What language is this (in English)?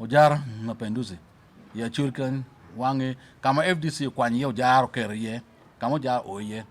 Acoli